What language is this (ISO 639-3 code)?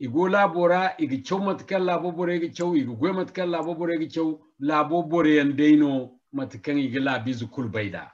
dje